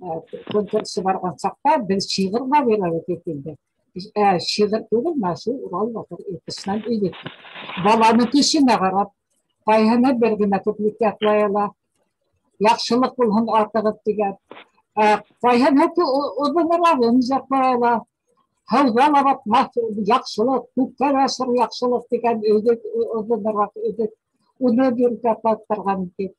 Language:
Bashkir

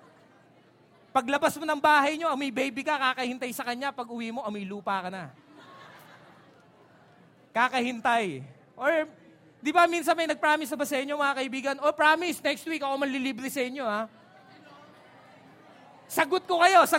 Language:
Filipino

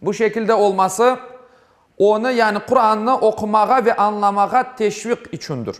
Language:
Crimean Tatar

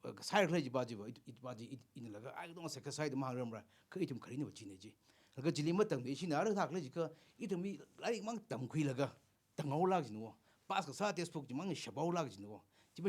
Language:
Tangkhul Naga (India)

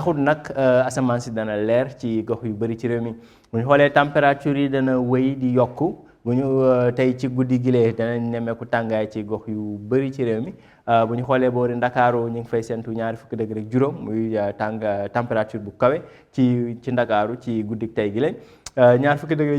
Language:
Wolof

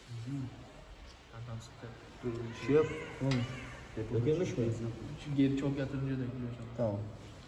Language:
Turkish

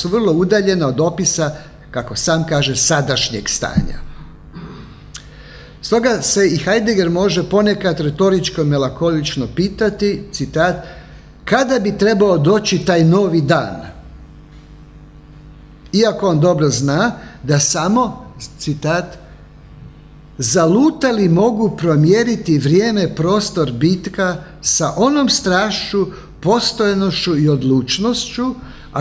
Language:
Croatian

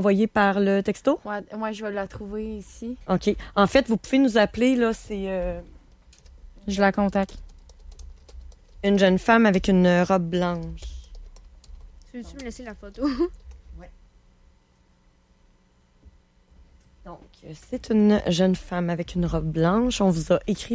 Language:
French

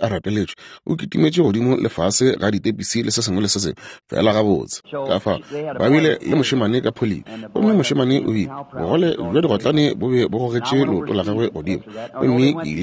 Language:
Northern Sotho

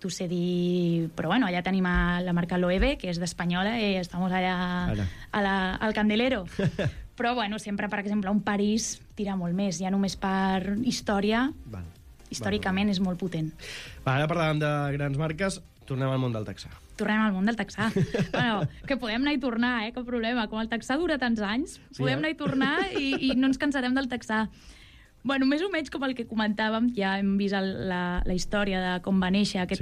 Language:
Catalan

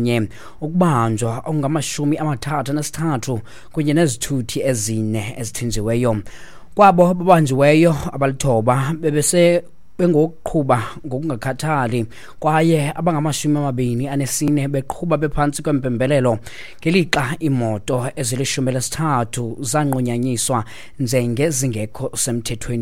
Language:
Xhosa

